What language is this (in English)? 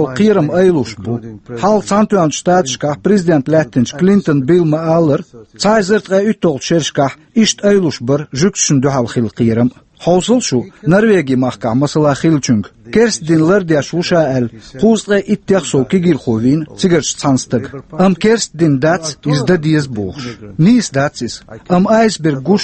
Chechen